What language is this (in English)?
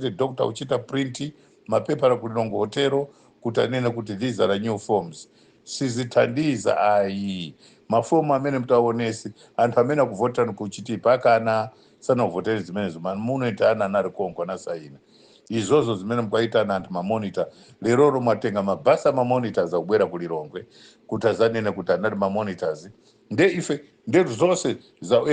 Nyanja